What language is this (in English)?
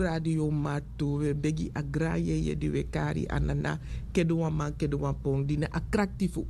Sranan Tongo